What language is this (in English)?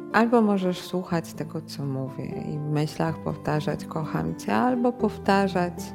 Polish